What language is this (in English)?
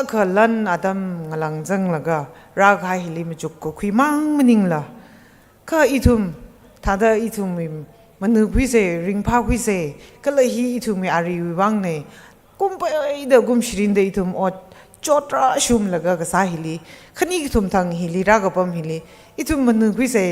Tangkhul Naga (India)